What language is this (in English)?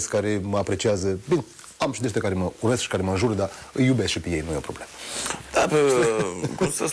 Romanian